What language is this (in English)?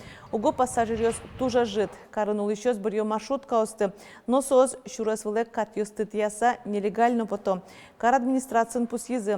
Udmurt